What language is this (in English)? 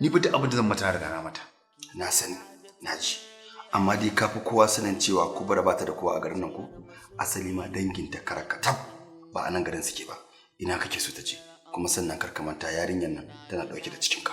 Hausa